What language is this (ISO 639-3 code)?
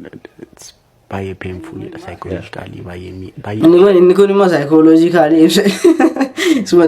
orm